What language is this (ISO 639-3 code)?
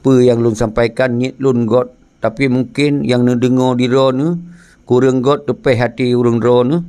ace